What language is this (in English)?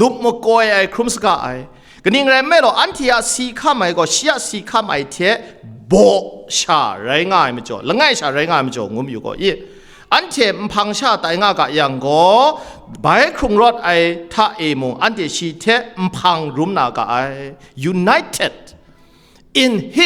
Kachin